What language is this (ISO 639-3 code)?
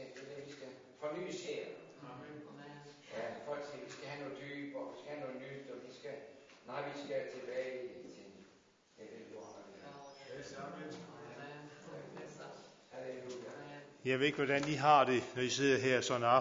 dan